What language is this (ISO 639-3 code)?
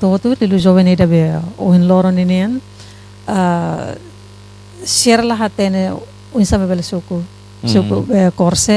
tet